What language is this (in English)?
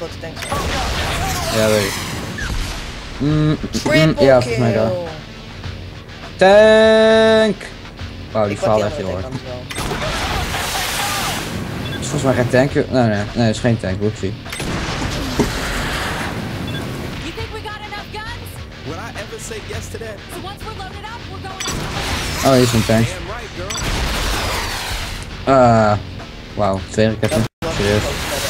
Dutch